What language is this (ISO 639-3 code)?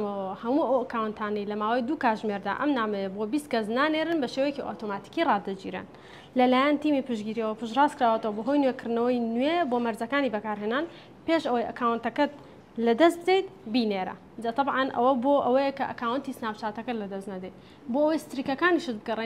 ckb